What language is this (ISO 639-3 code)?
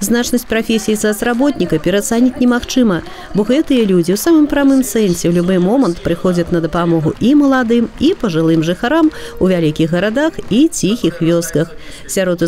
bel